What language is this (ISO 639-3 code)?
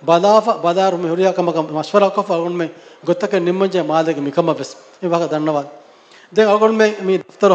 div